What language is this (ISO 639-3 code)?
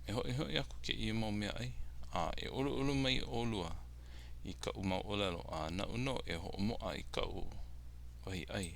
haw